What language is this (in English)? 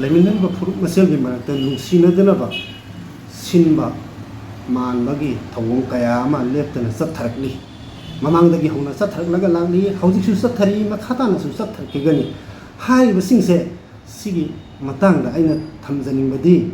Manipuri